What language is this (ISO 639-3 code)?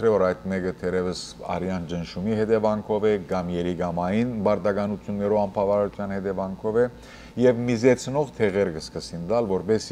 hyw